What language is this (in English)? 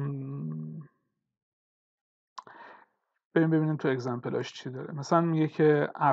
Persian